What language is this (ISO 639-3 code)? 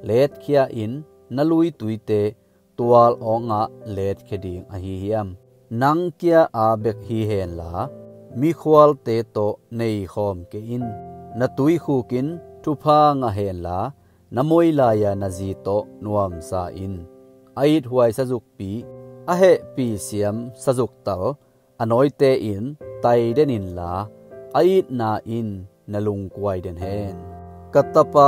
ctd